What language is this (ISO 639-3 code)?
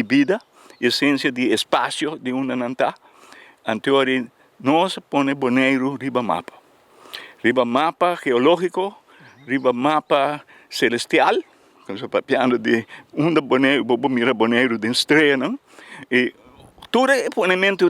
pap